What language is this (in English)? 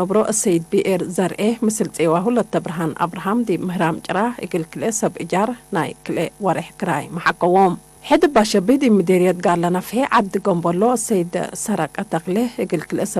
Tigre